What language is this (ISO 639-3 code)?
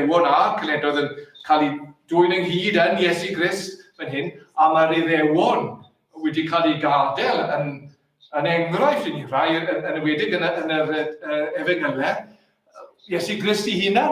cym